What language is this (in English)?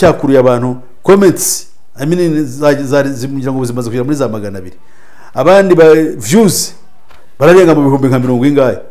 Kinyarwanda